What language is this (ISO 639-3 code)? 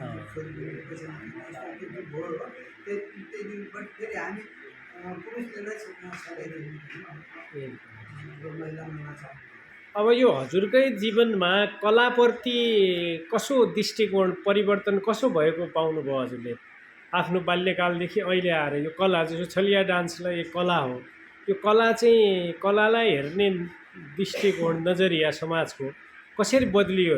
nep